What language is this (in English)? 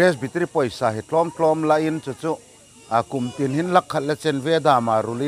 Hmar